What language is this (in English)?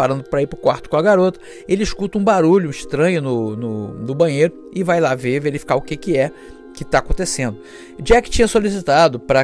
Portuguese